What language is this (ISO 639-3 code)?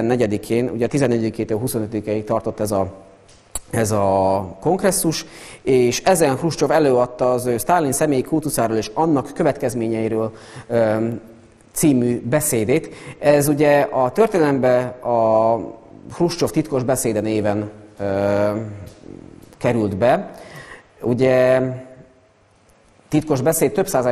hun